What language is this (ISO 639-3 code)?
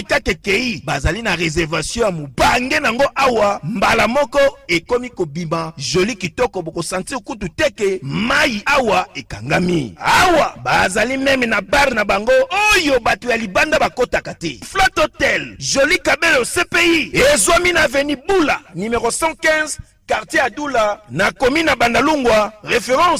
lin